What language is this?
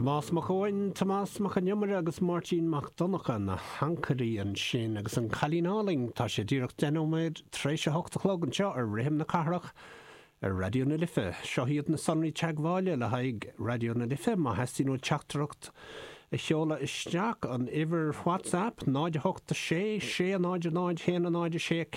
Irish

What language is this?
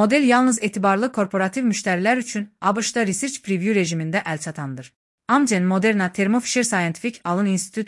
Azerbaijani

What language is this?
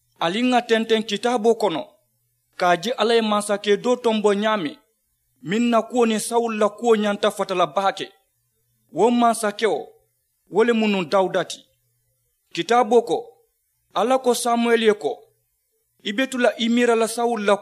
Mandingo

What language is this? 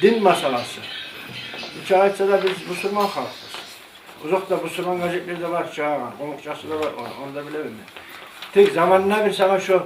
Kumyk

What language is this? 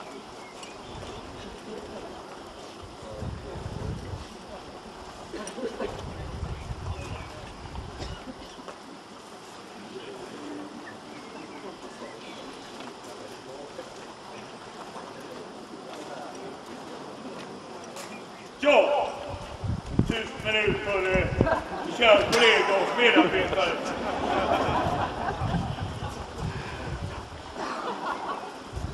Swedish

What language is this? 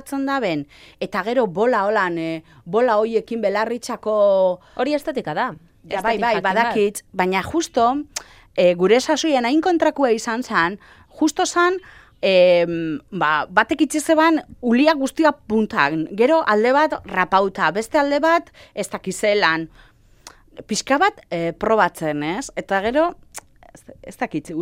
Basque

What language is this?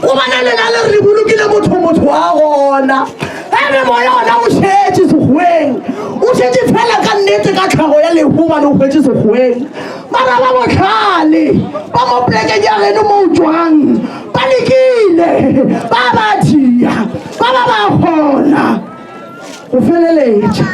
Northern Sotho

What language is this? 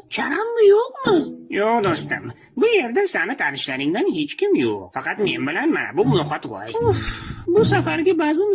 Uzbek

